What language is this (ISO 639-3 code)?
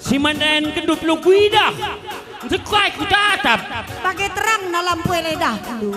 btx